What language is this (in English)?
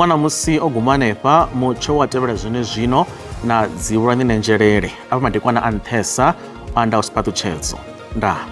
Venda